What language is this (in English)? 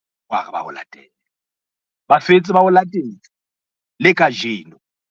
Southern Sotho